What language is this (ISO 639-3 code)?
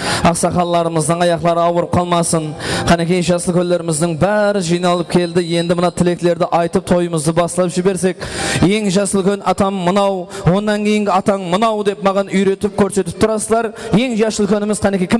kaa